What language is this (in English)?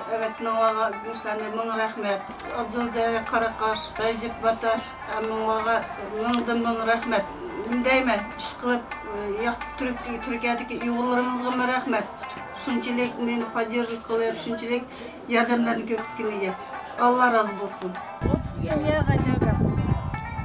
Uyghur